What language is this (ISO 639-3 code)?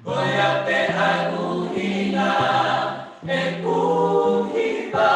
ton